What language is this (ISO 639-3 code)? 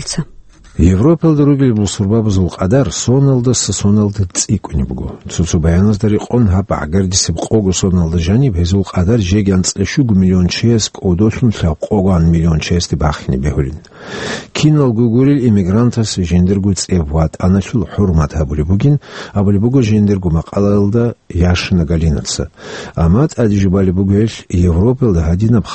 ava